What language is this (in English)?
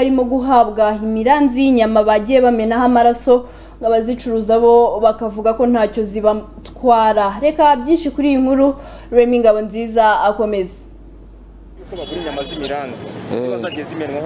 Kinyarwanda